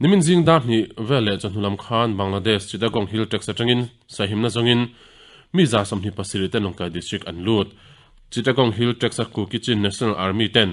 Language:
Mizo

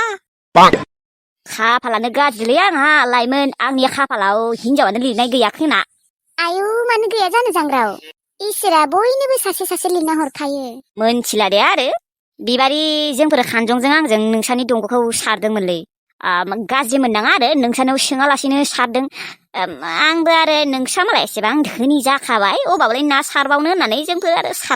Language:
Bodo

